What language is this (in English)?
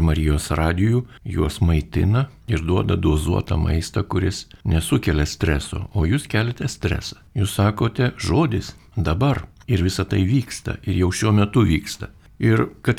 Lithuanian